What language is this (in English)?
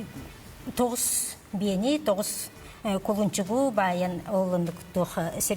Yakut